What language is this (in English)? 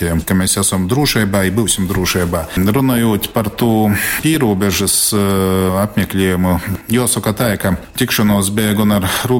Latgalian